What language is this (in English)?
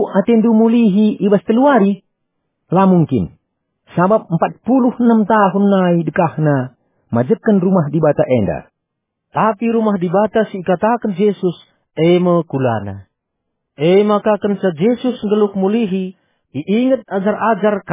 Batak Karo